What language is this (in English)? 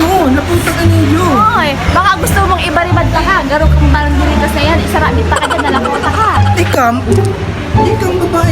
Bikol